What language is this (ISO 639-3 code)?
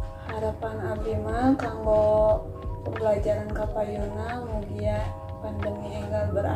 sun